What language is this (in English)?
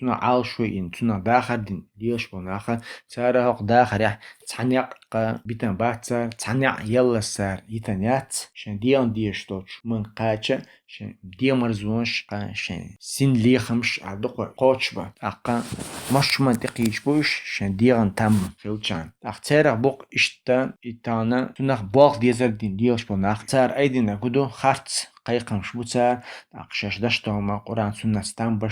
Chechen